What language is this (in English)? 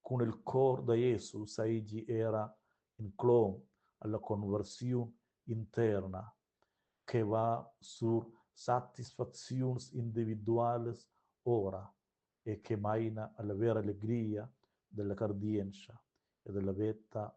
Romansh